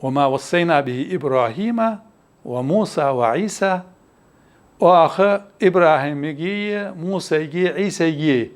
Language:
Ingush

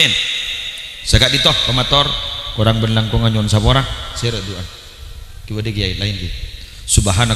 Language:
Madurese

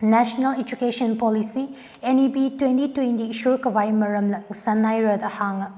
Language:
Tangkhul Naga (India)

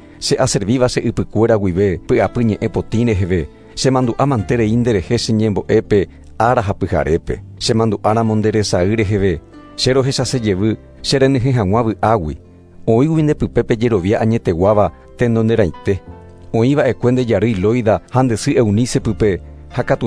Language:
Guarani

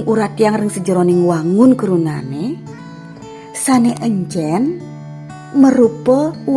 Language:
Balinese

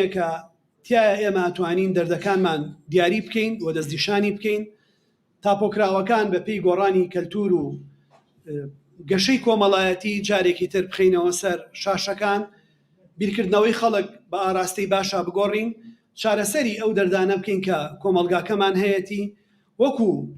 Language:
Central Kurdish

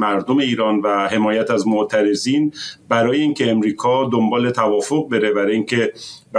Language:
Persian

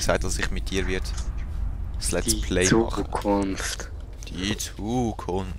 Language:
Swiss German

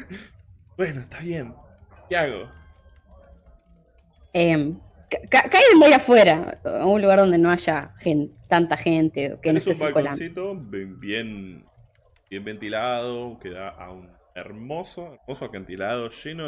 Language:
Spanish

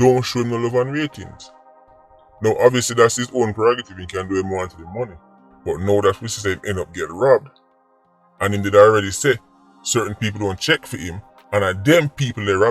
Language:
Jamaican Creole English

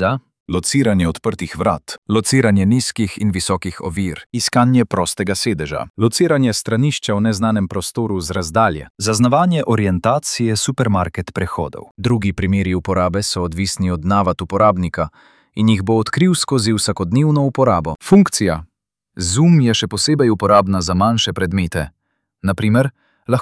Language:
Slovenian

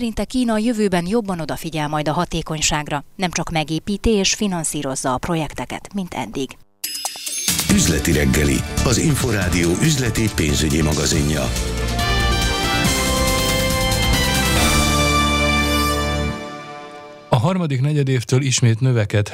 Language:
Hungarian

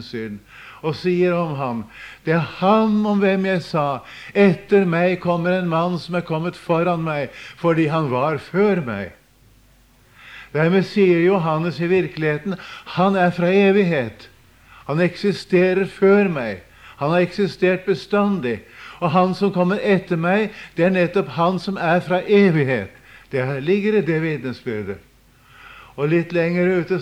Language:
Norwegian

